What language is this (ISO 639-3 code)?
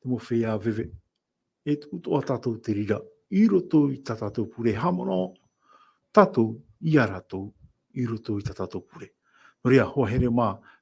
tah